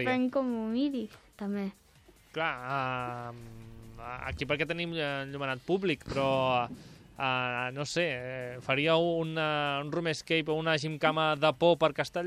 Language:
Catalan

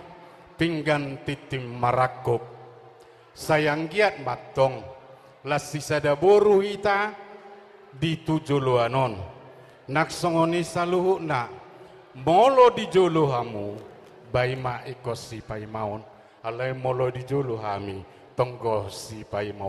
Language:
Batak Toba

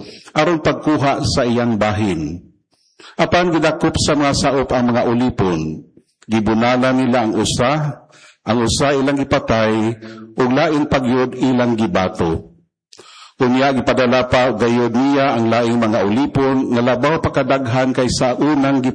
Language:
Cebuano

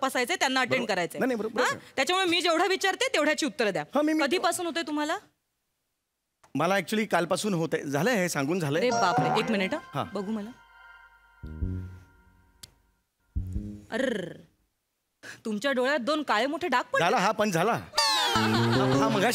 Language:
Marathi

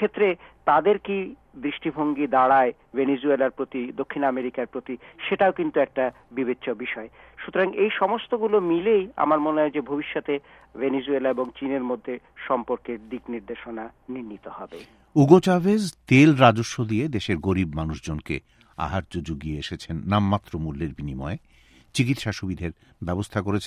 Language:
Bangla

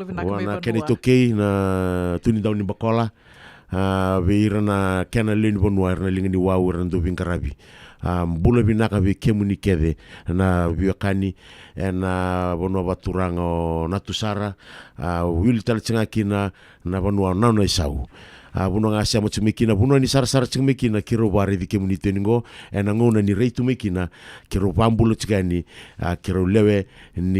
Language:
Fijian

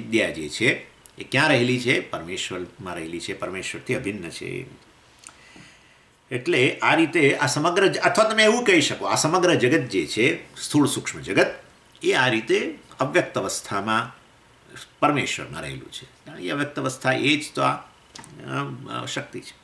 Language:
Gujarati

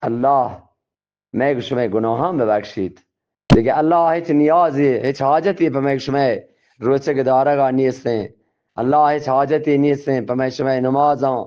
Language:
Eastern Balochi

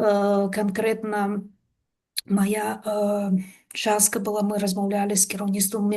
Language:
Belarusian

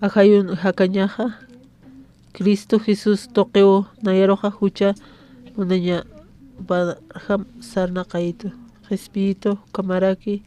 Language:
Aymara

